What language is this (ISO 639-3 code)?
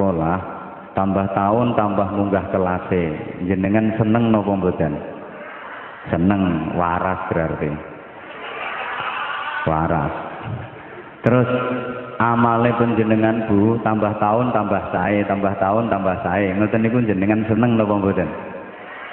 jav